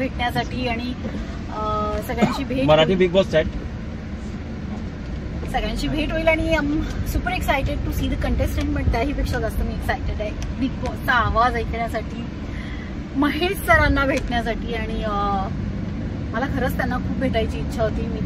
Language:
Marathi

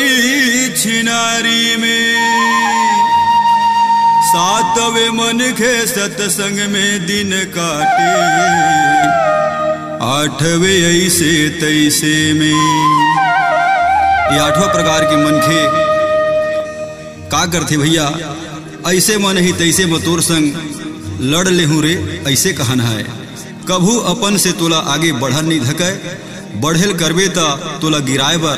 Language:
Chhattisgarhi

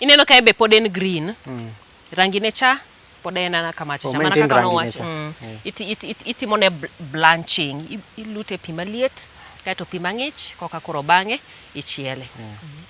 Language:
Luo (Kenya and Tanzania)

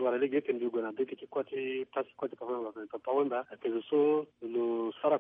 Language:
Sango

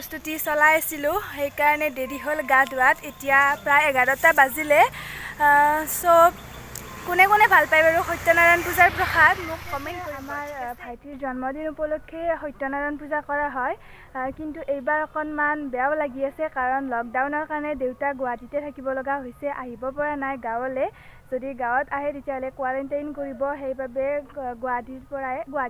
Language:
Assamese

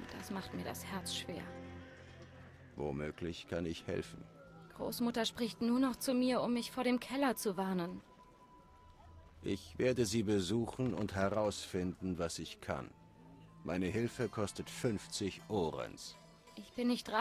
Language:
German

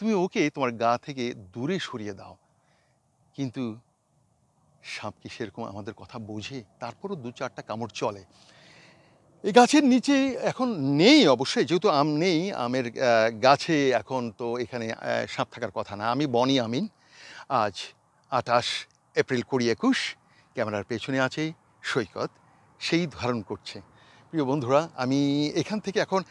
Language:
Bangla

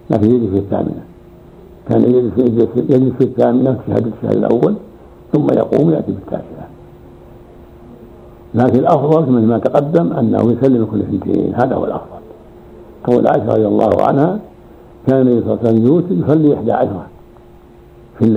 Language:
Arabic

